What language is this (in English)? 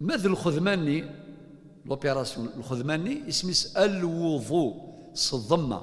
Kabyle